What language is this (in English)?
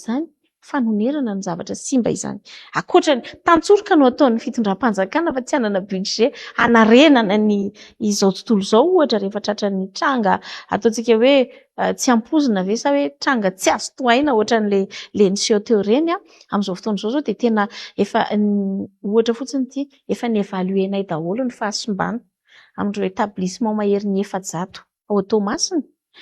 Malagasy